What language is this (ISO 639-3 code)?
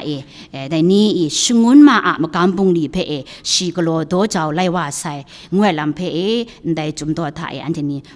kac